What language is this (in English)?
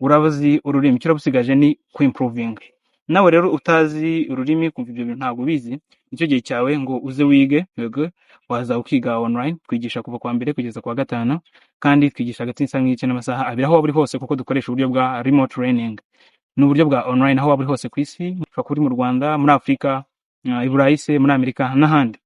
Kinyarwanda